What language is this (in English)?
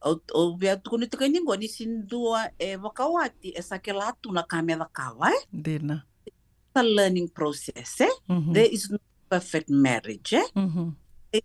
Fijian